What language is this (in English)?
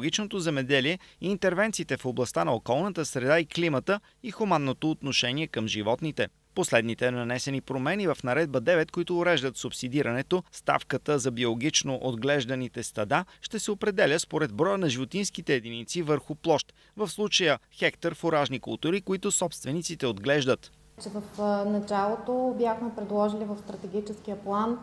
Bulgarian